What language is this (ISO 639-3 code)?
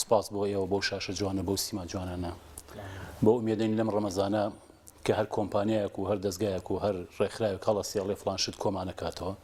ckb